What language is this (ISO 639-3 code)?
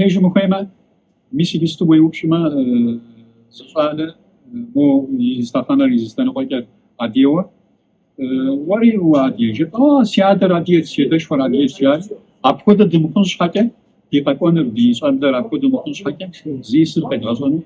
kbd